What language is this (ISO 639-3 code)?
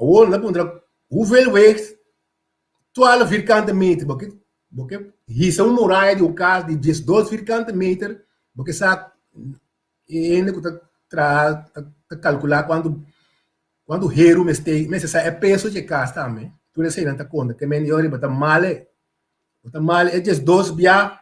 pap